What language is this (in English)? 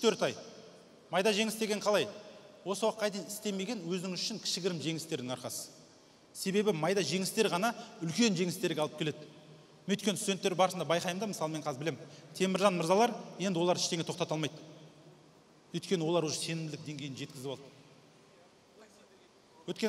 Kazakh